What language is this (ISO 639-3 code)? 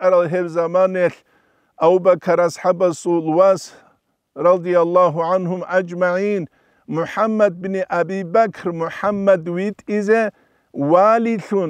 ava